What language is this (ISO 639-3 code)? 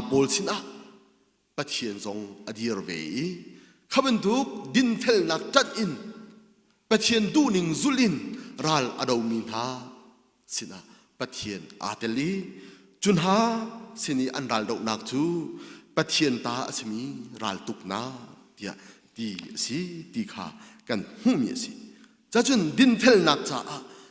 cnh